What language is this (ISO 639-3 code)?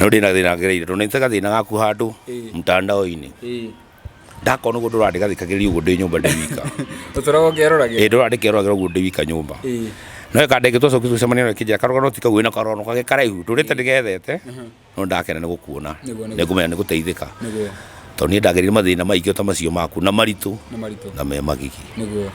kik